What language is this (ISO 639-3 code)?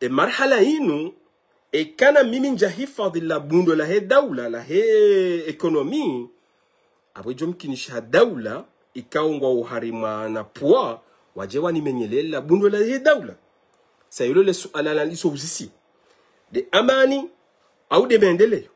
zdj